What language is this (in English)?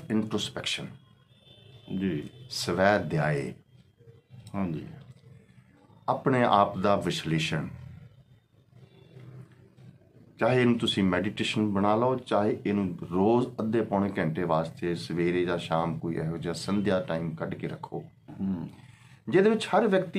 Punjabi